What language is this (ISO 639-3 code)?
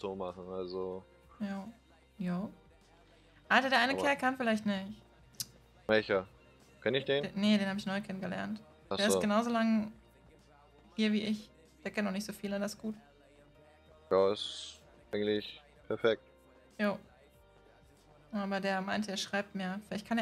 deu